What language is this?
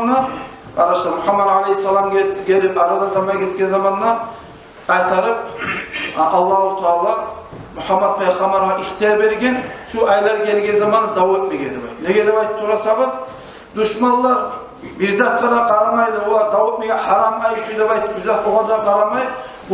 Kumyk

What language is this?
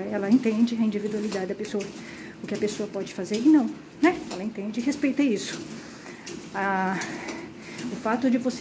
Portuguese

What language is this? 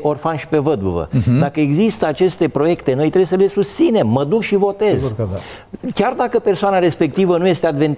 Romanian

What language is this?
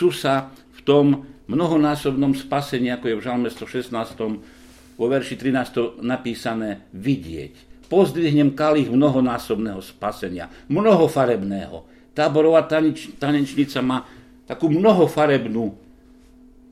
Slovak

